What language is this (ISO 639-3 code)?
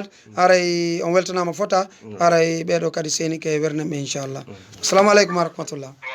ful